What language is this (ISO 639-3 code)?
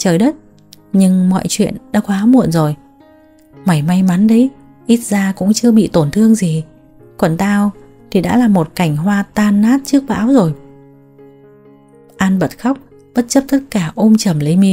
vie